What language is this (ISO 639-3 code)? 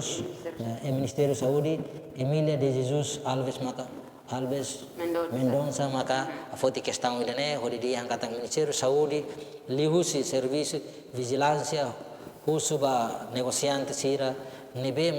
tet